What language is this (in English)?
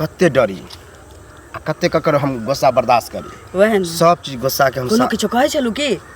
Maithili